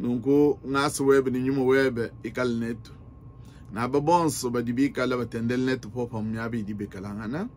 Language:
Luba-Lulua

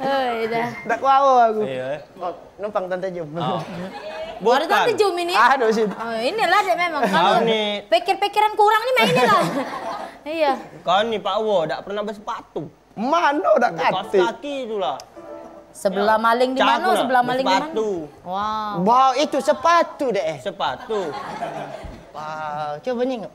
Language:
Musi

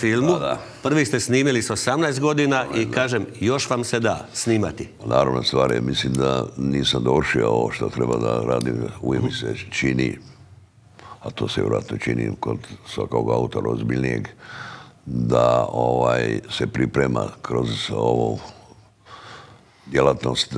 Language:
Croatian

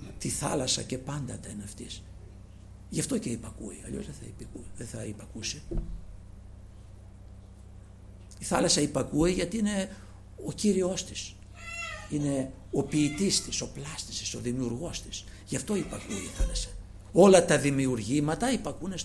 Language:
Greek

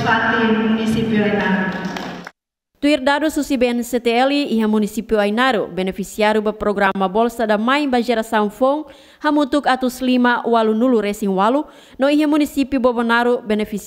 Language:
Tetum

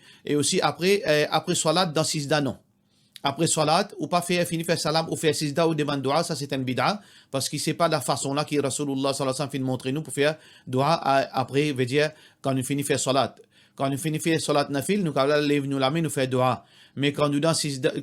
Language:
Morisyen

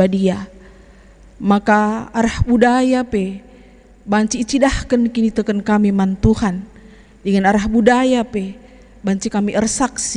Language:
Batak Karo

